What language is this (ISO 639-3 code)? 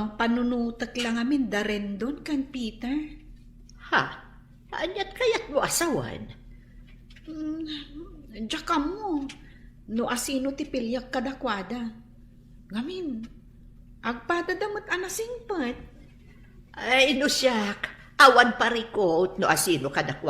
ilo